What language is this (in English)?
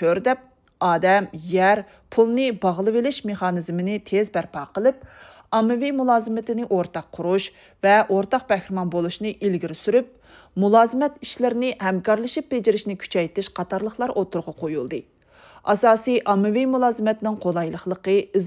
Uyghur